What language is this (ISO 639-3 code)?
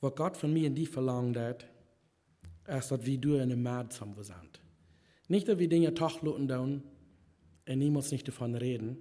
pdt